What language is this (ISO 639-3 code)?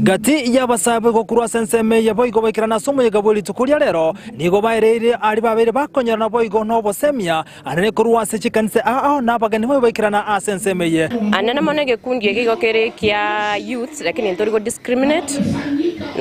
guz